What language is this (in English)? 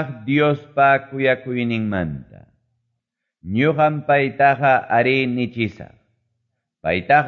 Quechua